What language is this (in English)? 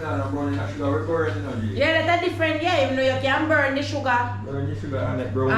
Jamaican Creole English